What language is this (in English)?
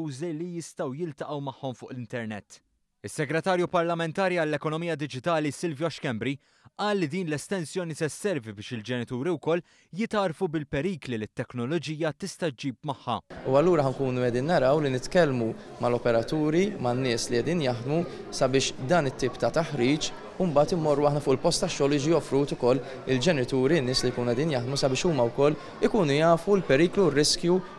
Maltese